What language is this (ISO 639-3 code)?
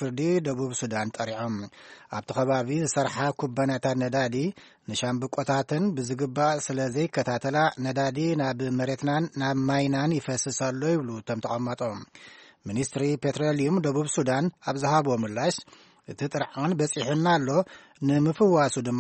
tir